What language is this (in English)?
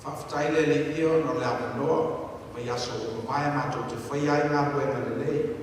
Samoan